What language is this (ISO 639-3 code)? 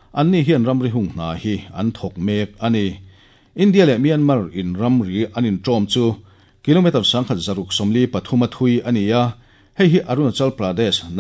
lus